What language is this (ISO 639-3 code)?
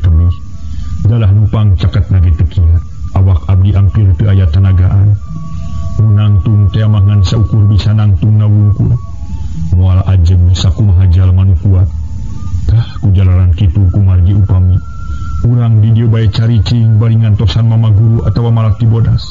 sun